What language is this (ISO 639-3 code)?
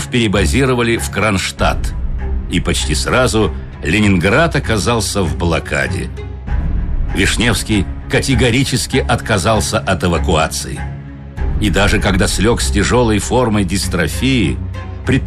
rus